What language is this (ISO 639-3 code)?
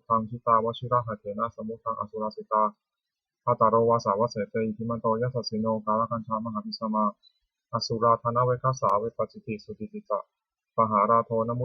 pli